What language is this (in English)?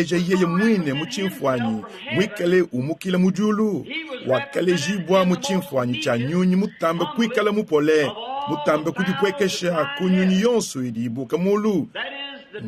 Luba-Lulua